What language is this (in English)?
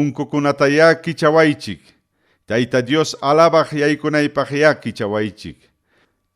Ayacucho Quechua